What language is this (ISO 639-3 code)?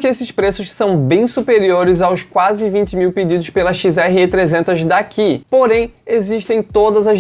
por